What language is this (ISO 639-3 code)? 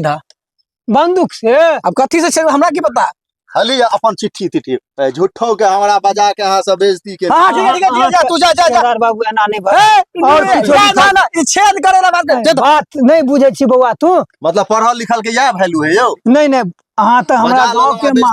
mai